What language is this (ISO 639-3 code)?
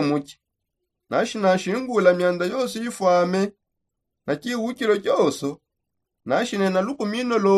sop